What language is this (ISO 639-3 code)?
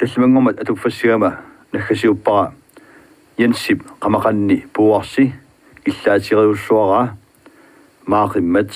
kal